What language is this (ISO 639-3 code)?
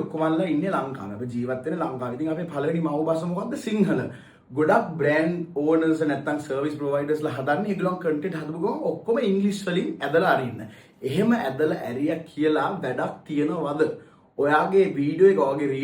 sin